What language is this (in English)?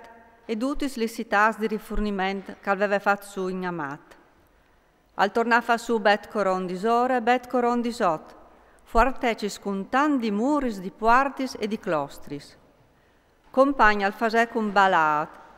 Friulian